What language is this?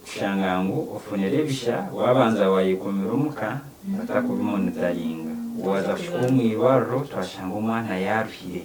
Nyankole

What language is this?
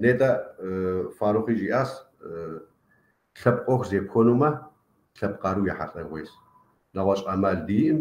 Kabardian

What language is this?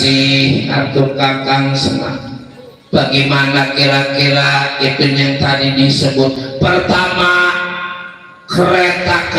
Betawi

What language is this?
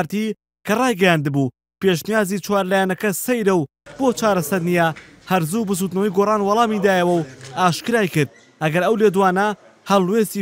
Central Kurdish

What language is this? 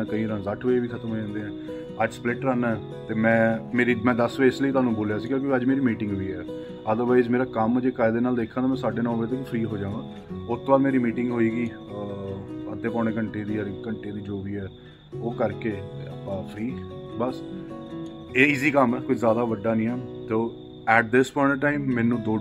Punjabi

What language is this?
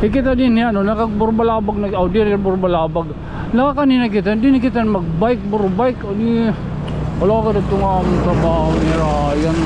Waray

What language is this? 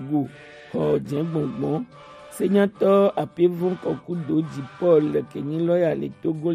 Gen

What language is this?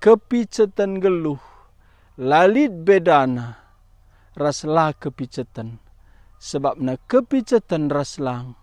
Batak Karo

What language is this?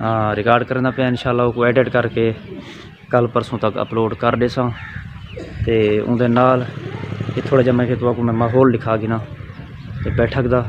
Saraiki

